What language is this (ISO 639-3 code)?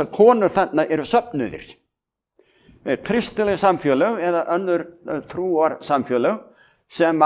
isl